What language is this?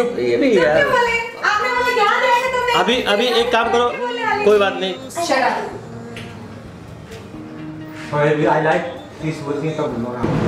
Hindi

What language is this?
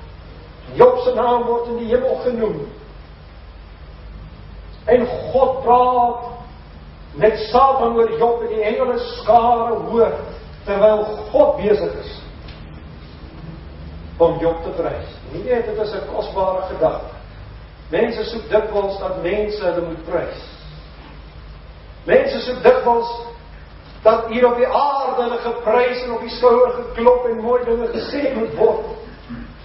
Afrikaans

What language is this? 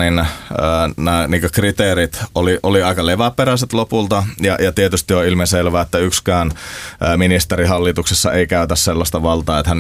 Finnish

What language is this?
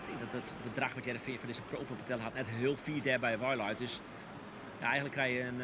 Western Frisian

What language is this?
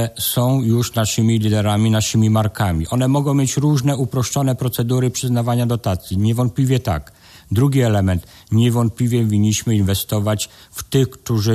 Polish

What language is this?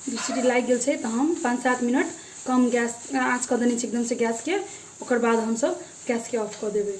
Maithili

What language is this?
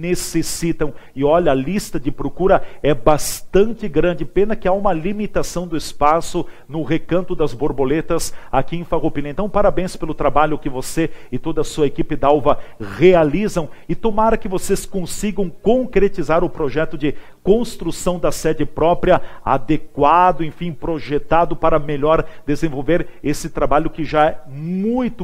Portuguese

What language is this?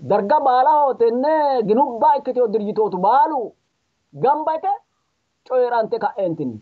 Sidamo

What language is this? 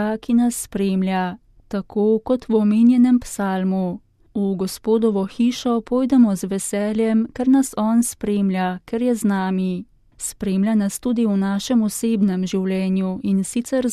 Slovenian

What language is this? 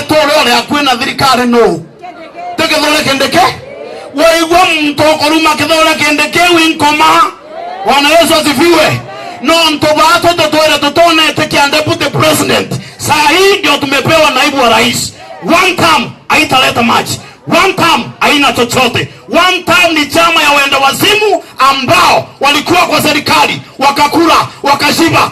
Meru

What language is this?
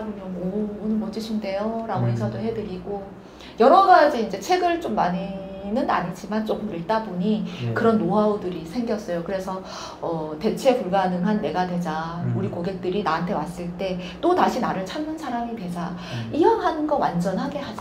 Korean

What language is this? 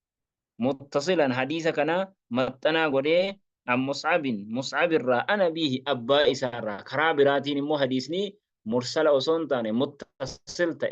Oromo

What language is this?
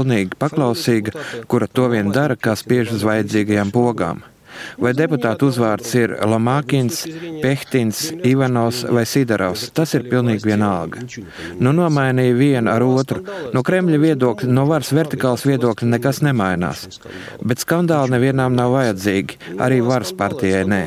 Latvian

